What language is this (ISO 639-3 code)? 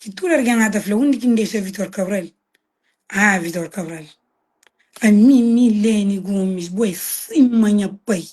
kea